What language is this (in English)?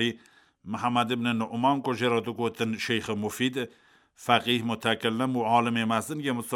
Kurdish